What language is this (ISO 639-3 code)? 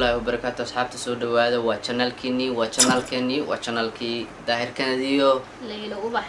som